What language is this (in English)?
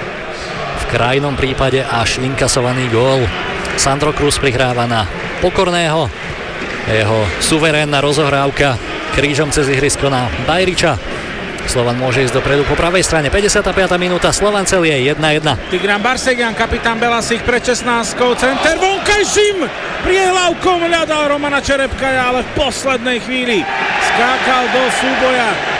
Slovak